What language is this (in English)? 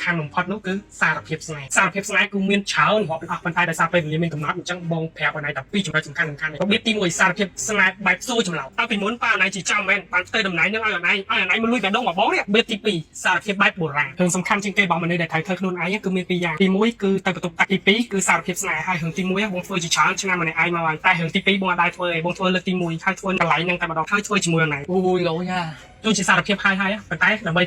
Khmer